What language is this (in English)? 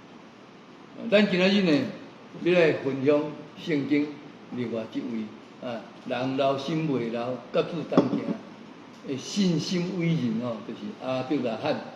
Min Nan Chinese